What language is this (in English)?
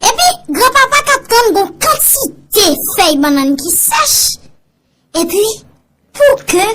Haitian Creole